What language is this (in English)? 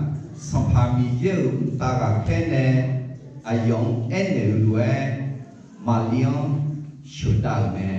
Akha